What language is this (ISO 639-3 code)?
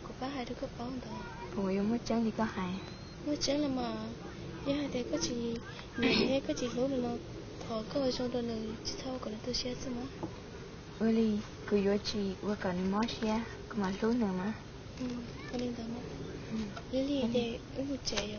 hmn